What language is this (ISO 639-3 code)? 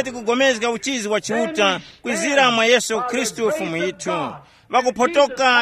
tum